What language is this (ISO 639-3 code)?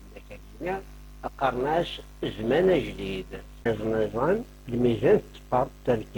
kab